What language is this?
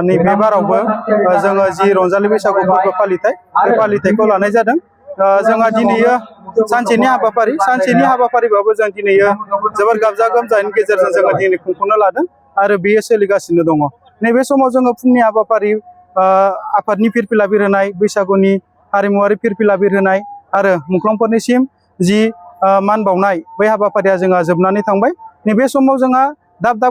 Bodo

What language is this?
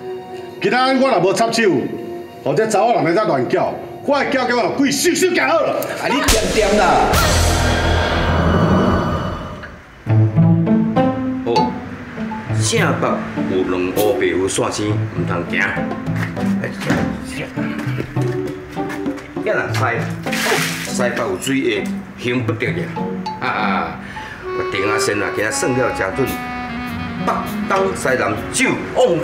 Min Nan Chinese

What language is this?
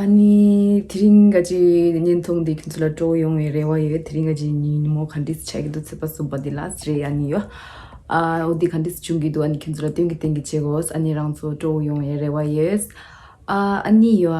Tibetan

